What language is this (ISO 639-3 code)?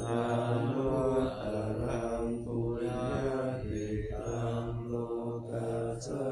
pli